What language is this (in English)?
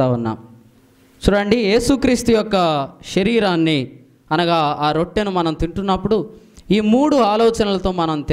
Telugu